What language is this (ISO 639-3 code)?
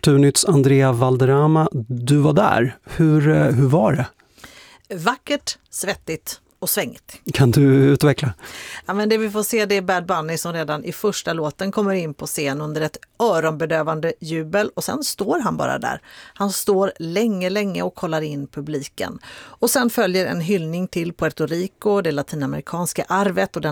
swe